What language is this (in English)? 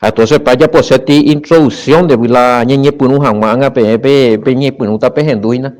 Guarani